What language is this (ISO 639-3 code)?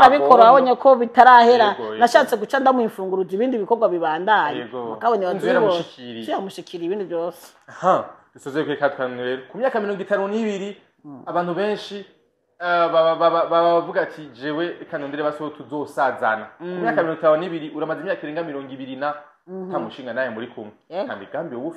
run